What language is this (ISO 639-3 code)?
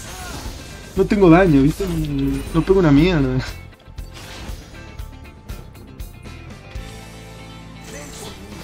spa